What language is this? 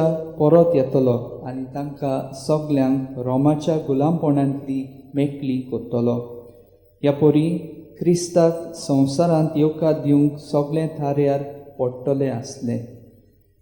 Konkani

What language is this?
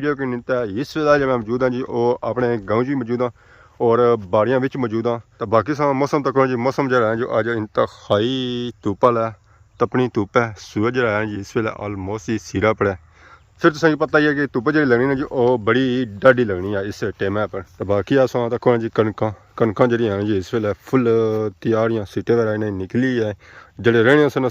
Pahari-Potwari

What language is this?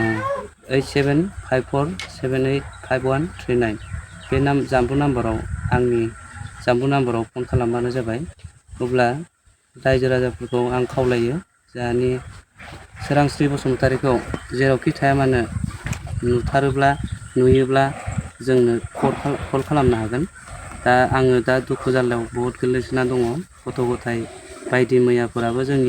Bodo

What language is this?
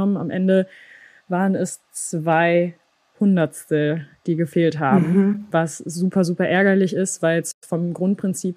German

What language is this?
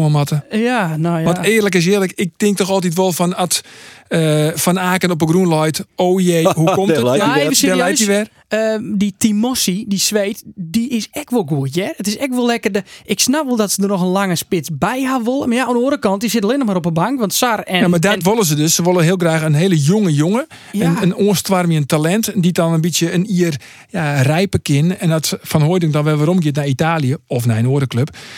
Western Frisian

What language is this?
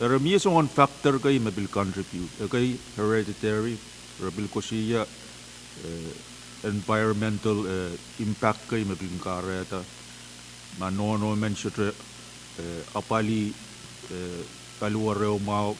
Pohnpeian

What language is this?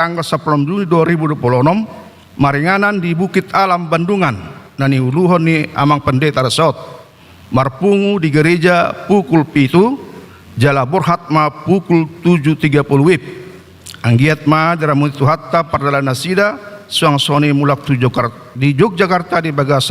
Batak Toba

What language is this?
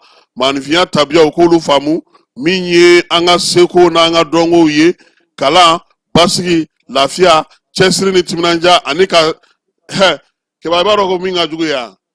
Bambara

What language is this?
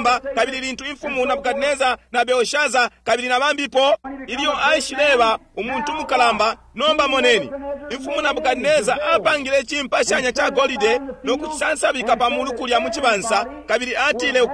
Bemba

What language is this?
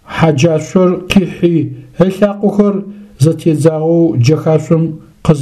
Adyghe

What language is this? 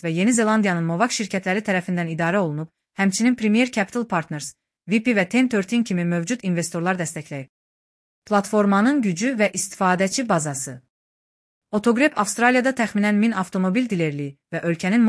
Azerbaijani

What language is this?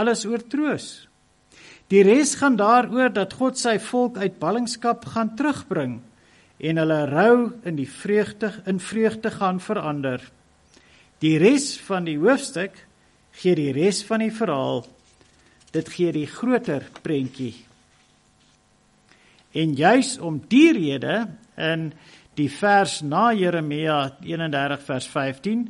Afrikaans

